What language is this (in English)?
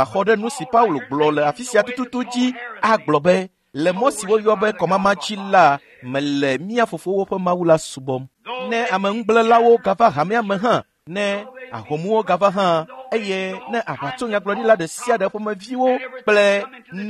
Ewe